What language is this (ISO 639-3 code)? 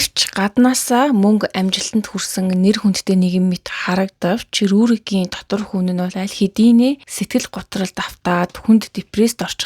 mon